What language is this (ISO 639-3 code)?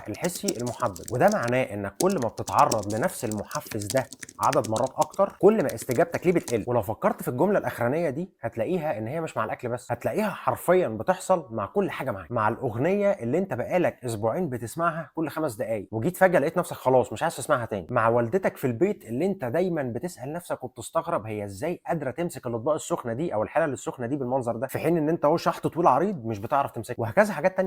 arz